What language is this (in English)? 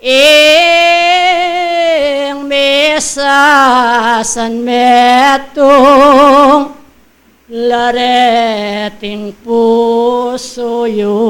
Pampanga